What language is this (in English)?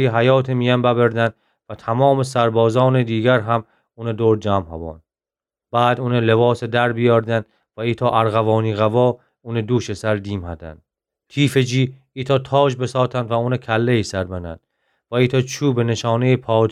Gilaki